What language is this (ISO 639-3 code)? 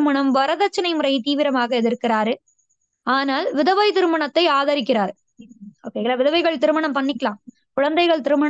tam